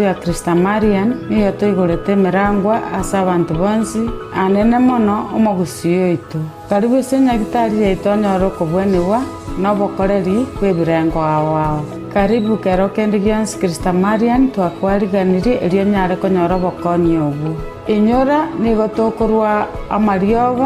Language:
Gusii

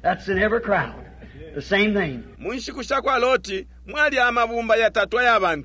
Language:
Bemba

